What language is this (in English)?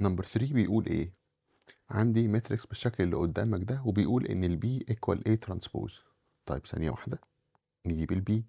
Egyptian Arabic